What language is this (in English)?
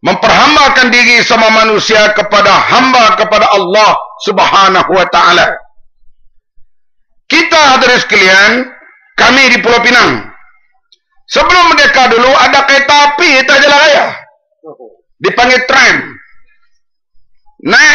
Malay